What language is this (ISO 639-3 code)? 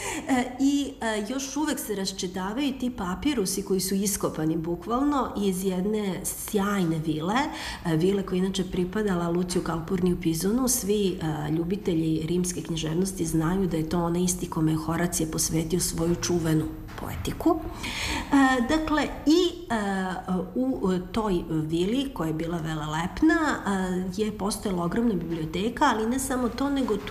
srp